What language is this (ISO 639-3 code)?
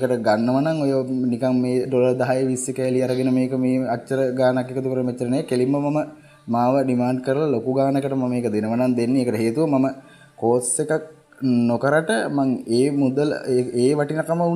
sin